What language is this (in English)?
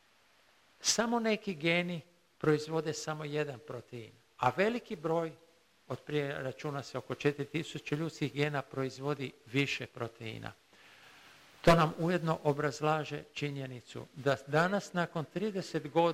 Croatian